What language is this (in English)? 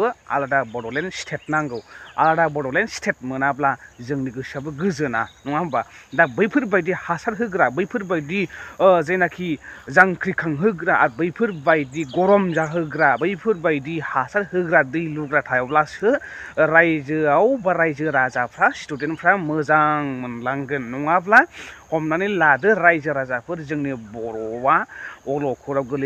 Bodo